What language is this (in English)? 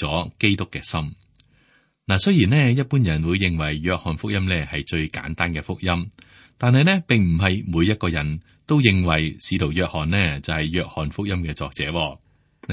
Cantonese